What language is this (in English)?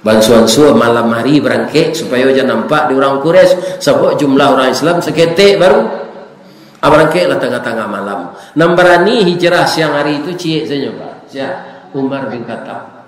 Minangkabau